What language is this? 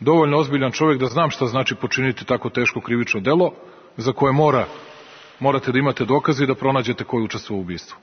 Serbian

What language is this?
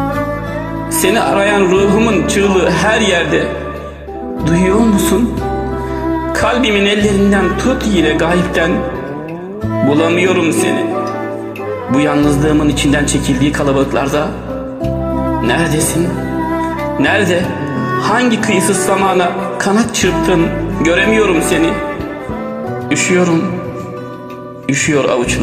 Turkish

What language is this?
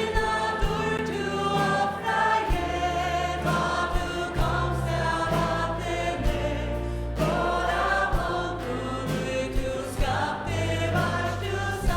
Faroese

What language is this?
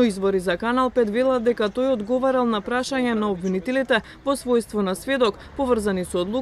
Macedonian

